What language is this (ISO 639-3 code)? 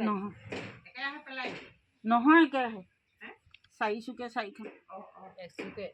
asm